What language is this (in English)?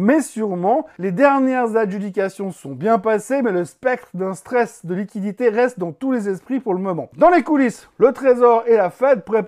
French